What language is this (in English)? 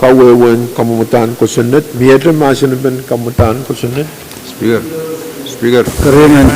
Pohnpeian